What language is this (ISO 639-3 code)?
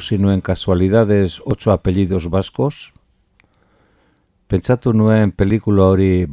eus